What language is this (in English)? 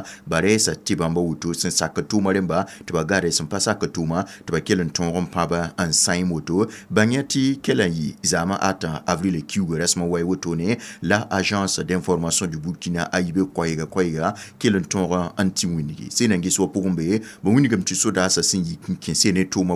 Mossi